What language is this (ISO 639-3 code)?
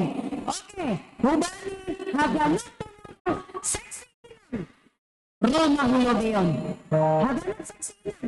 bts